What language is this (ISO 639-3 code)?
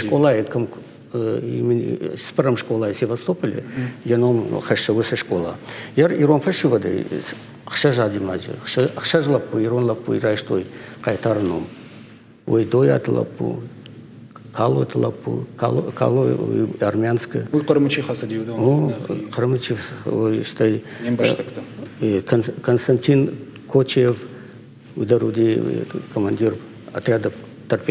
oss